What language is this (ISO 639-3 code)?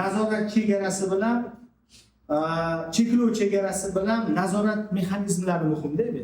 uzb